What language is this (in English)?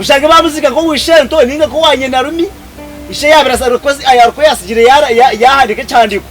Nyankole